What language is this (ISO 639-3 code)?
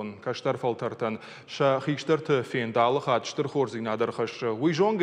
oss